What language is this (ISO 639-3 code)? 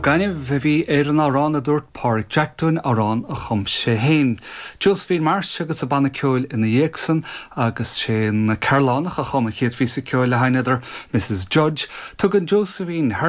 gle